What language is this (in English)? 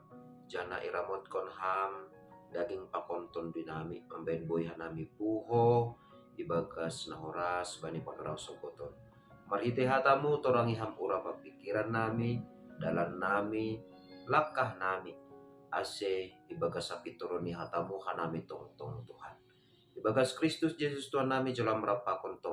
Batak Simalungun